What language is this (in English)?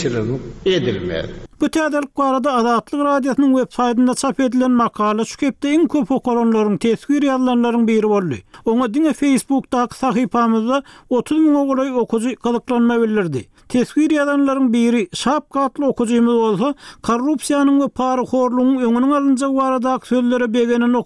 Turkmen